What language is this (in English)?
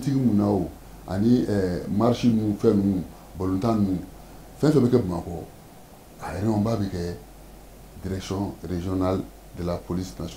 Bambara